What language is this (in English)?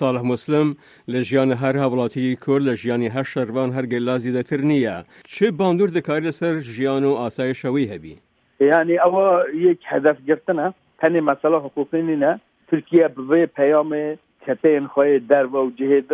Kurdish